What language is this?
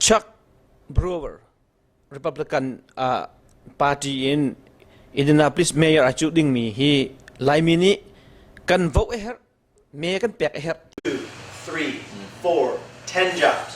Hakha Chin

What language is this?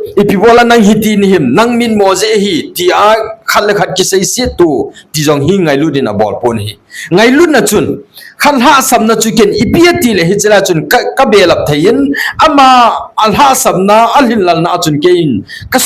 Thado Chin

